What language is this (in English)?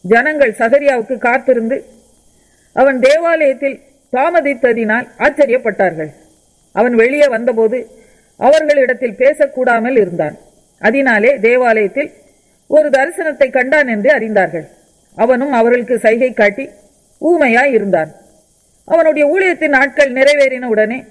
Tamil